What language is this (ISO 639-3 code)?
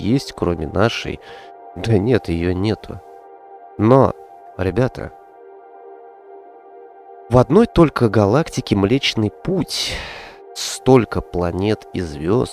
rus